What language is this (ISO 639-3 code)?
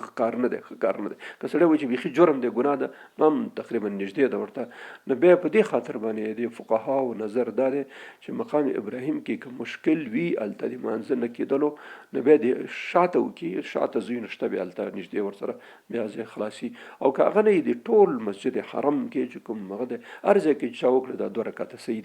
pus